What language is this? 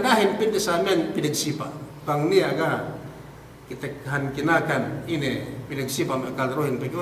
Yakan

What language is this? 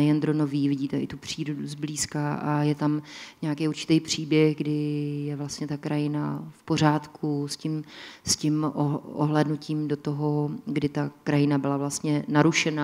Czech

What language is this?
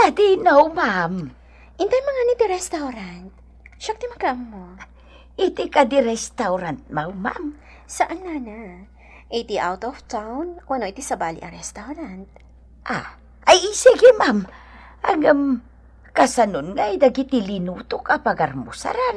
Iloko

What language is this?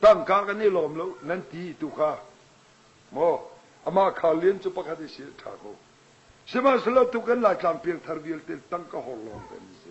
Hakha Chin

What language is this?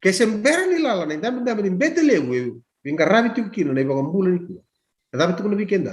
Fijian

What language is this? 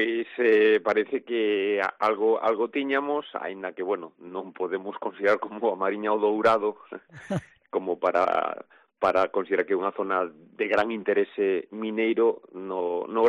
Galician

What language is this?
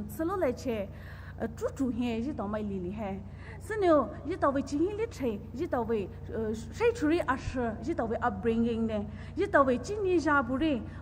Poumei Naga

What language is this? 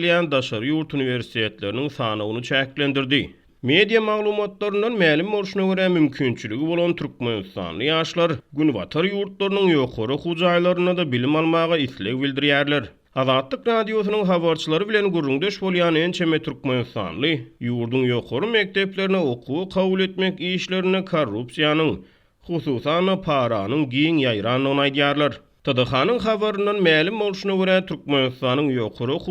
Turkmen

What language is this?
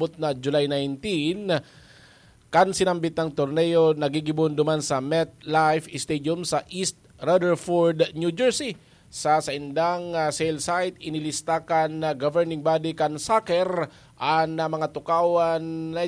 Bikol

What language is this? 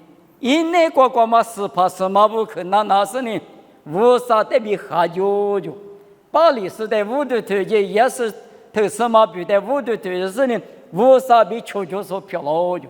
Lisu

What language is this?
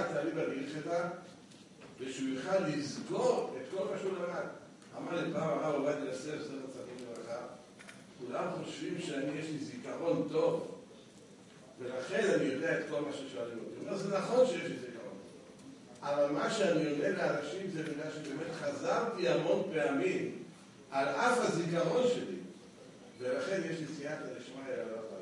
Hebrew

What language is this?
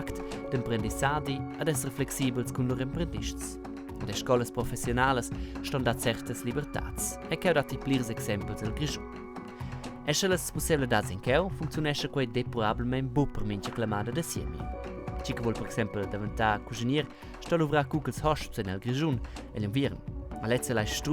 Romansh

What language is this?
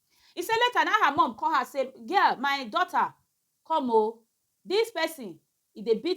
Nigerian Pidgin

